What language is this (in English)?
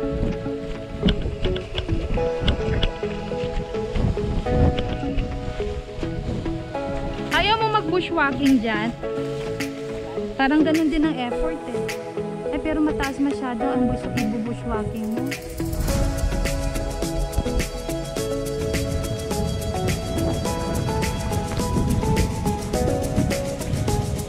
Filipino